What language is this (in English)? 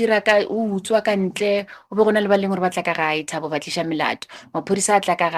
Northern Sotho